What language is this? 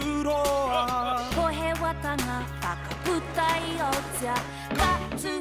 Māori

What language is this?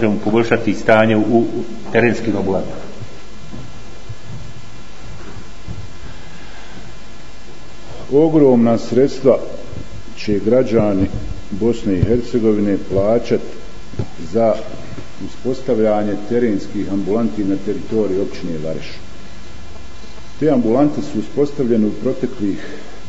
Bosnian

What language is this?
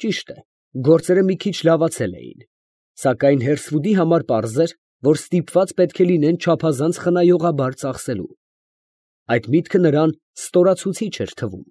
Armenian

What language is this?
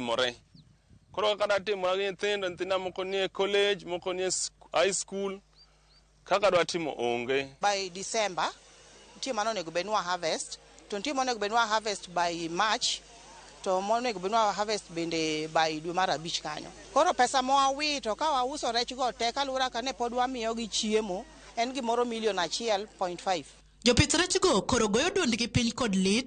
Luo (Kenya and Tanzania)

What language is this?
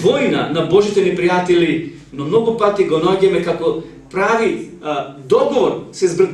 Macedonian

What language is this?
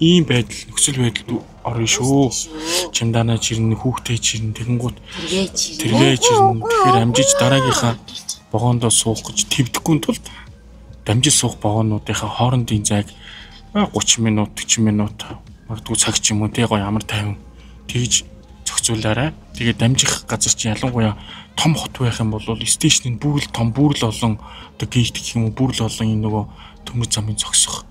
Mongolian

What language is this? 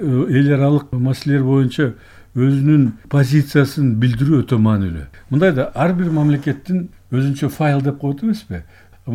Kyrgyz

